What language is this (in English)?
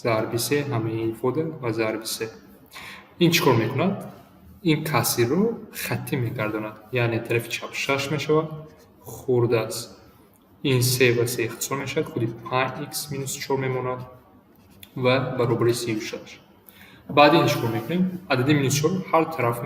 Tajik